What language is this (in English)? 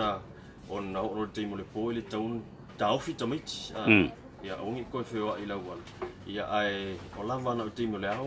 Samoan